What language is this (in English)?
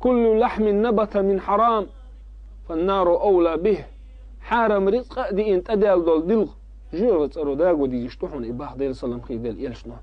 Chechen